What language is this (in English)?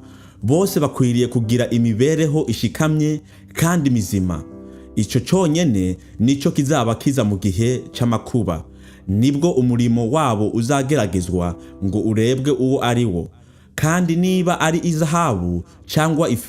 Rundi